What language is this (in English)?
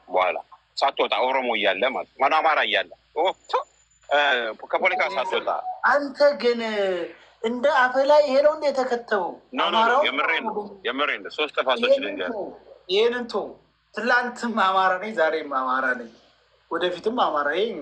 Amharic